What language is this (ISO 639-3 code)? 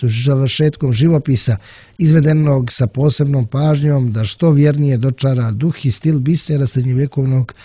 srp